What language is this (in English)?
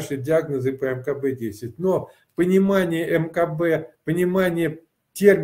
Russian